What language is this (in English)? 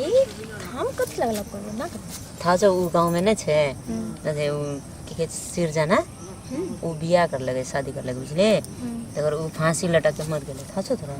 Maithili